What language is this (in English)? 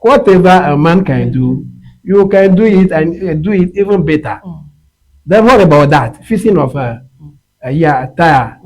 Ewe